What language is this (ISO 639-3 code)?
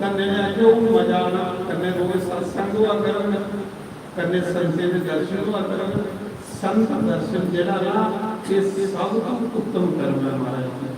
doi